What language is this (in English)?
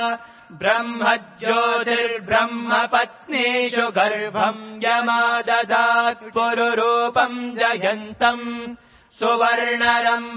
Sanskrit